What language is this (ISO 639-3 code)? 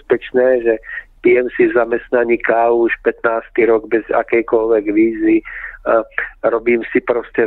slk